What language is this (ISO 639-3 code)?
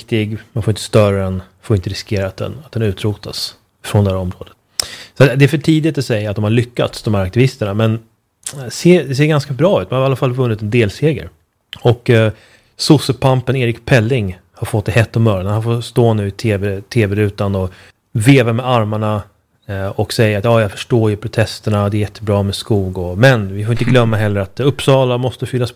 swe